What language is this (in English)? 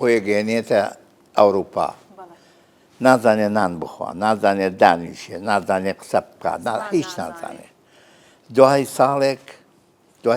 Central Kurdish